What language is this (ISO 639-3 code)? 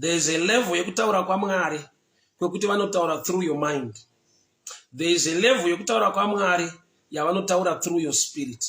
sna